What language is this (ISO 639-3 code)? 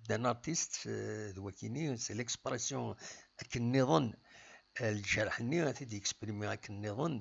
kab